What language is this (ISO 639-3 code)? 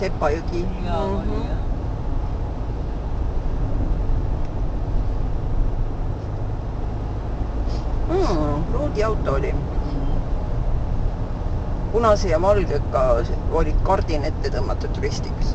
est